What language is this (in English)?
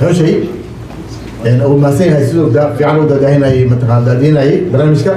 Somali